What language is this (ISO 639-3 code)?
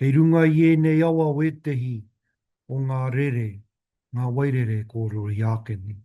mri